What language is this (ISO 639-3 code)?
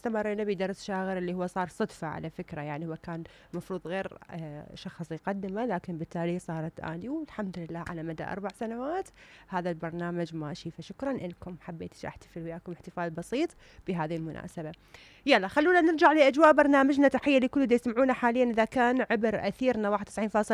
acm